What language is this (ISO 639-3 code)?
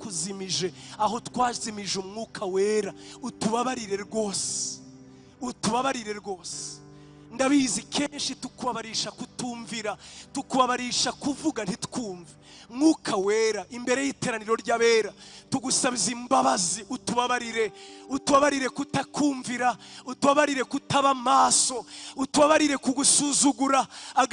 kin